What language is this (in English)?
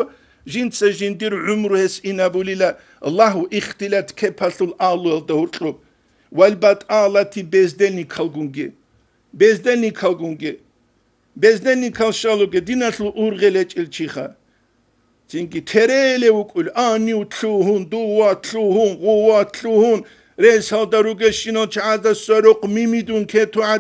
Avaric